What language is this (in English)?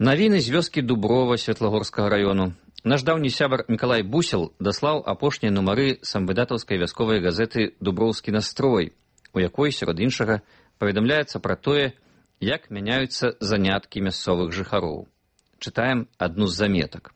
Belarusian